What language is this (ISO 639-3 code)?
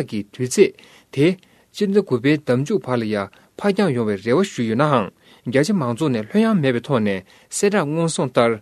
bod